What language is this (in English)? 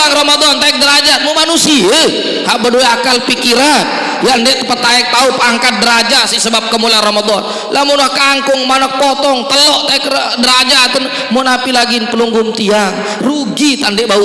Sasak